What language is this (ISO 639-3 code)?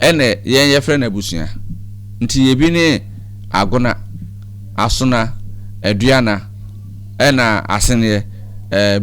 aka